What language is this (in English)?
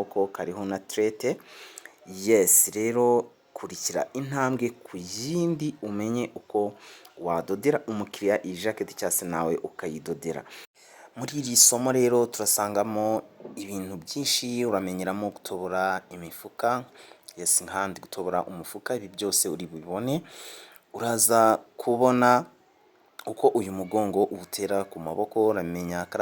Kinyarwanda